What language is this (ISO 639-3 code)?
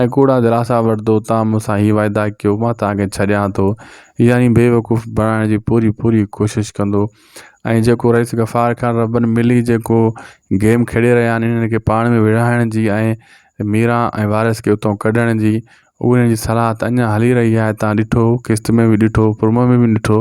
snd